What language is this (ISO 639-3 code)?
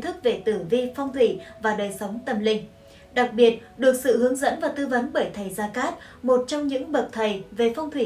vie